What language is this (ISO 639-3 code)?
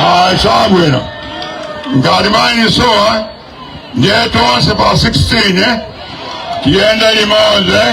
nya